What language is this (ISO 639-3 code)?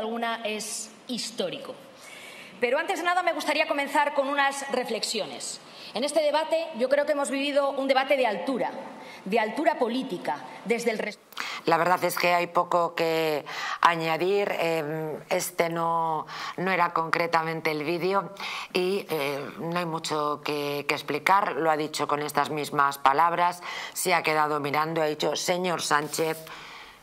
spa